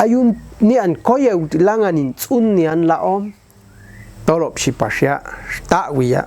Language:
Popti'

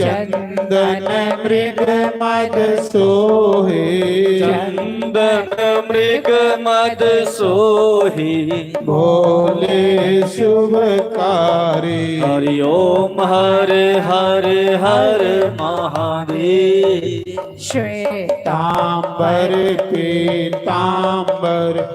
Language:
Dogri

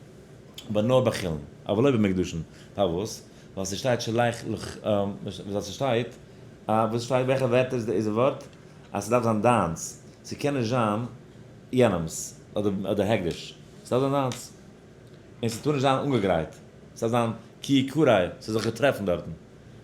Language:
Yiddish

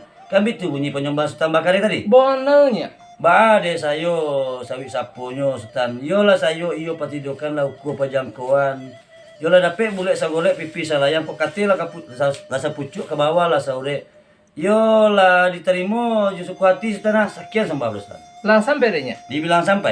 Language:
Minangkabau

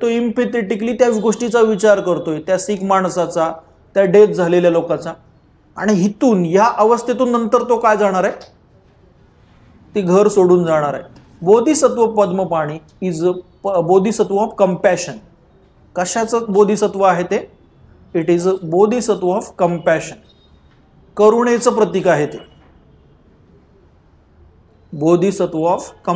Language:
Marathi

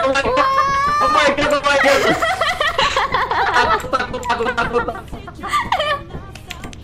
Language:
Indonesian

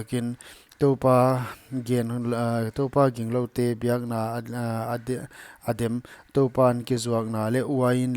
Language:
Paite Chin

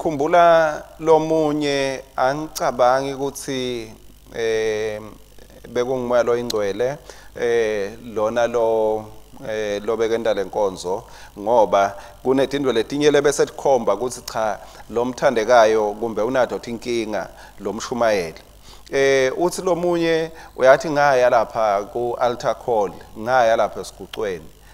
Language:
Swati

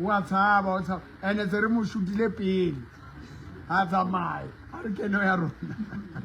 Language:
Southern Sotho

